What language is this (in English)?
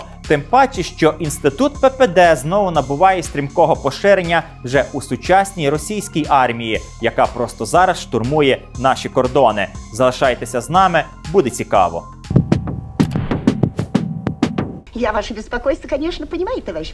Ukrainian